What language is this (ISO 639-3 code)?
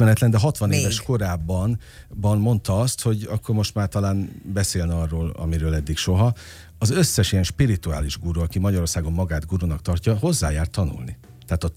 hun